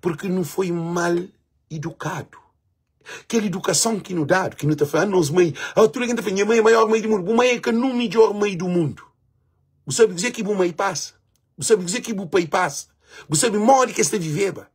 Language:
Kabuverdianu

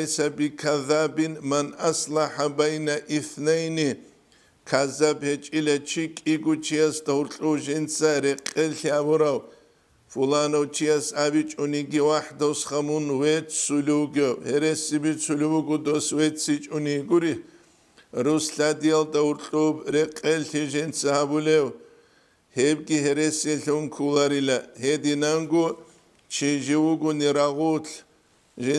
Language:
Avaric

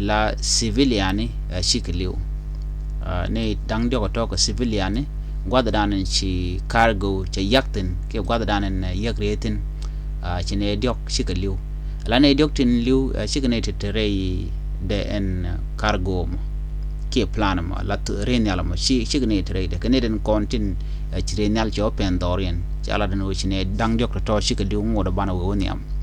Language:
Nuer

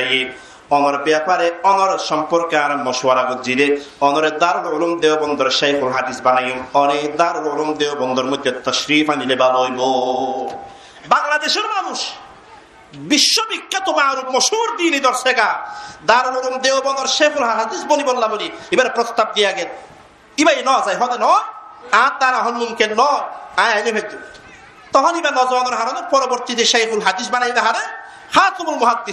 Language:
Rohingya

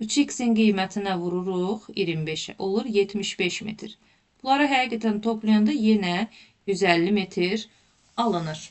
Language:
Azerbaijani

